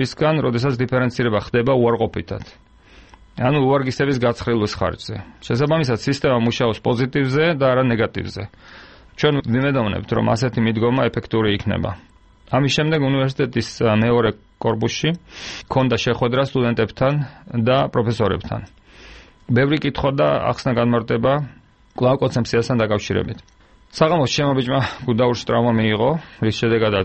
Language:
Georgian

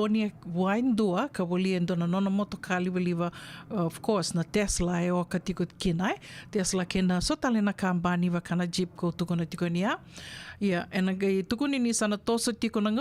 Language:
Fijian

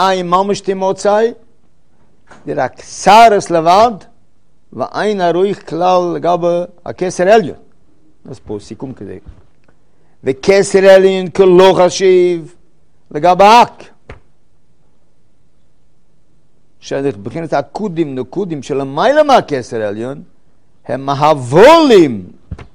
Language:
Hebrew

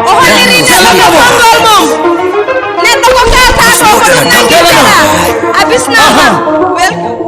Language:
Fula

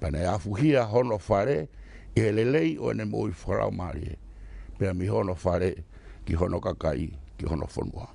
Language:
Tongan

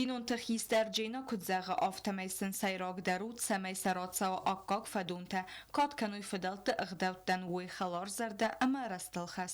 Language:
Ossetic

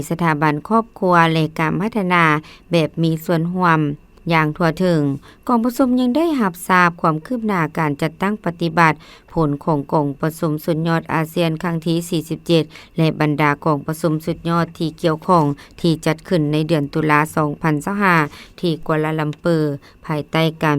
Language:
Lao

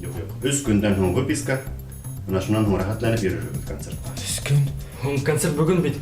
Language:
Bashkir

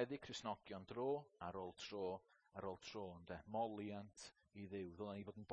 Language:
Welsh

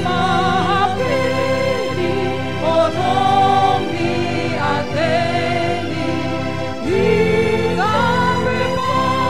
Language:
Batak Simalungun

